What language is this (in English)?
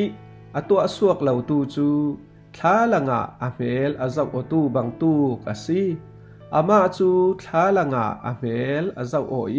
Falam Chin